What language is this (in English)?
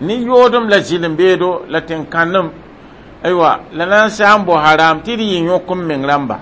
Mossi